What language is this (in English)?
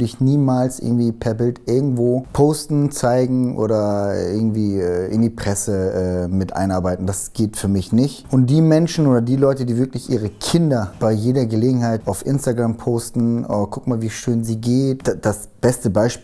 Swiss German